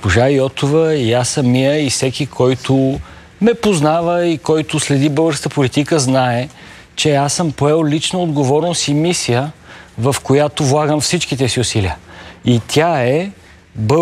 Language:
Bulgarian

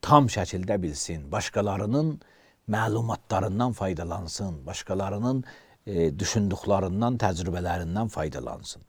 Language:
Azerbaijani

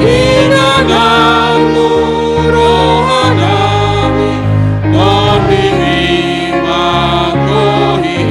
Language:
Batak Toba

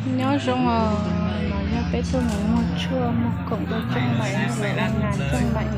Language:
Hmong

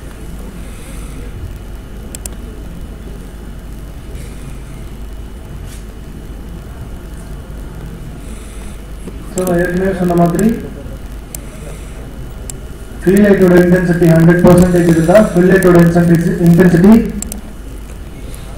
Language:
Tamil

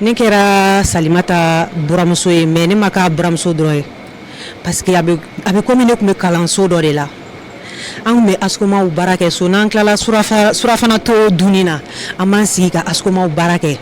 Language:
Bambara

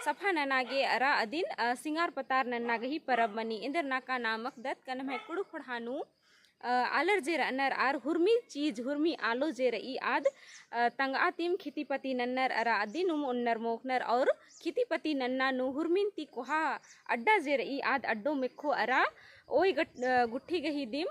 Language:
Kurukh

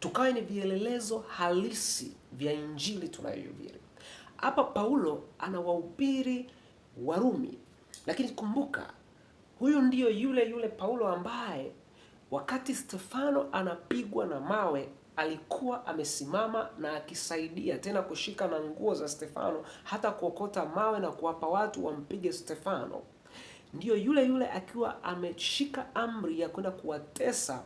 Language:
Swahili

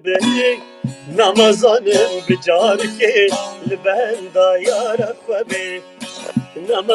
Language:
Kurdish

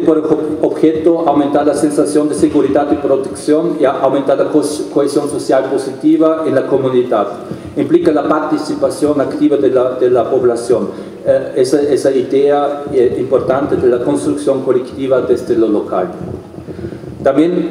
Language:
Spanish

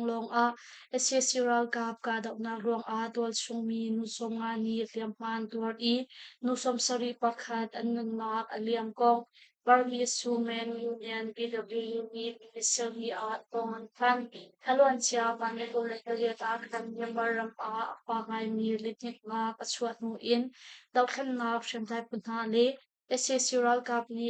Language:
Hakha Chin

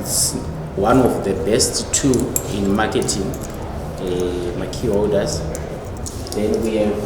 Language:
Shona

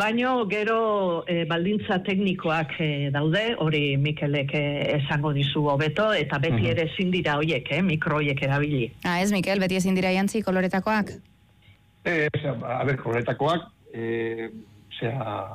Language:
Basque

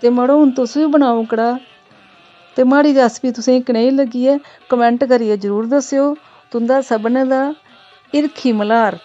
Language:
Dogri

